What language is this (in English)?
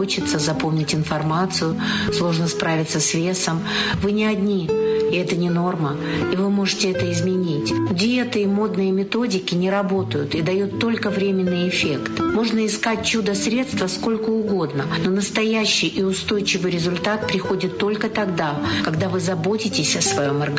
Russian